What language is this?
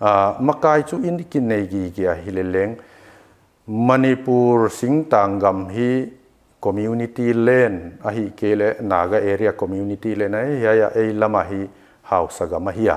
Paite Chin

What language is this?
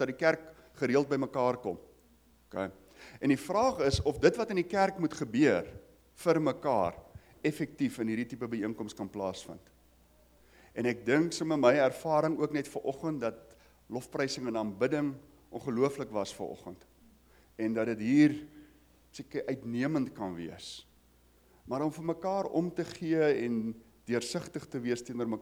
Afrikaans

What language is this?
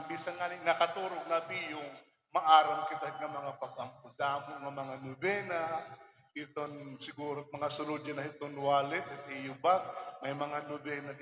Waray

